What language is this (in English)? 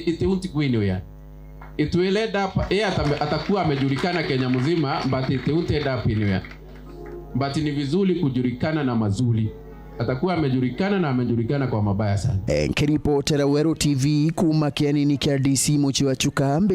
Meru